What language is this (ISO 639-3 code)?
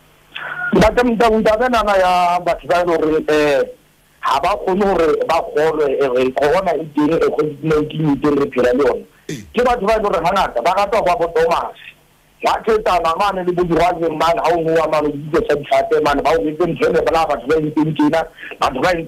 sot